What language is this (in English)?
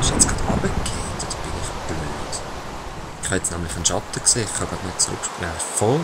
Swiss German